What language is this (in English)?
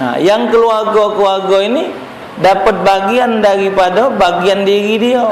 Musi